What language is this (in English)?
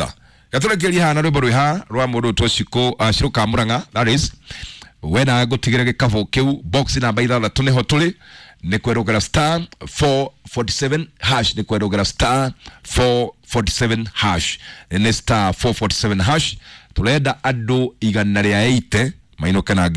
Kikuyu